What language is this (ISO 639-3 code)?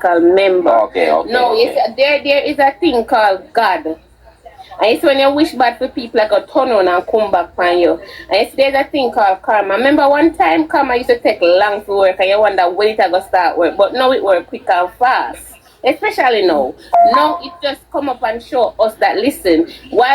jam